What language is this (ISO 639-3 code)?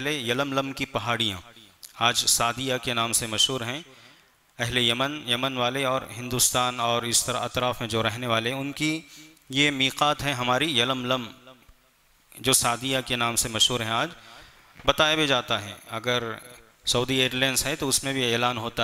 urd